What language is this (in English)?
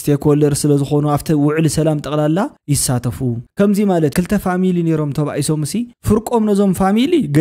Tigrinya